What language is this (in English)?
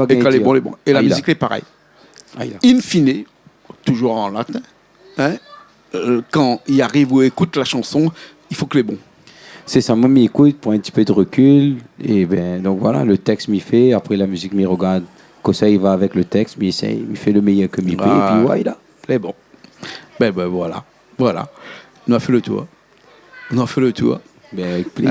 Réunion Creole French